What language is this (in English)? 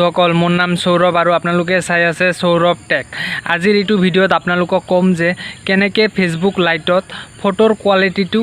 Assamese